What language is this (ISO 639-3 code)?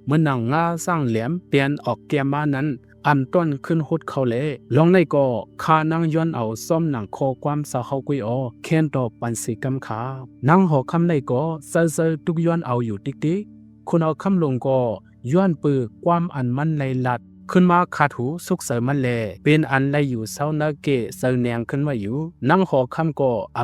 shn